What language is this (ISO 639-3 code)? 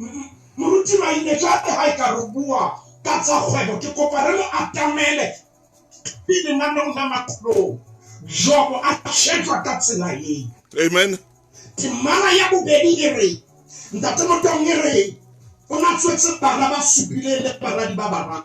sot